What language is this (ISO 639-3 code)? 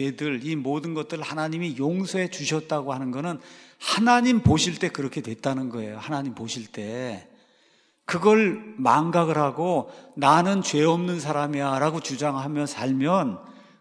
kor